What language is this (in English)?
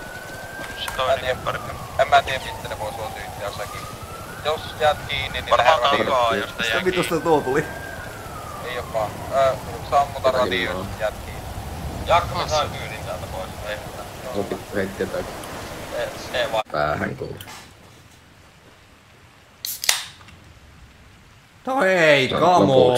Finnish